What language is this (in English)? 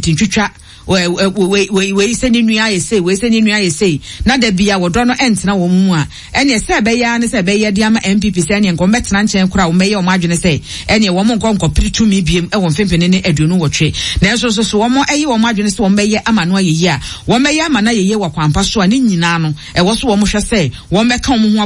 Akan